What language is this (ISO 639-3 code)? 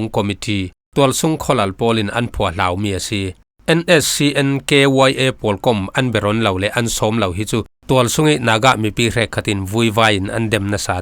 cfm